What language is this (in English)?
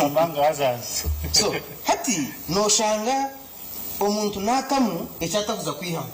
Nyankole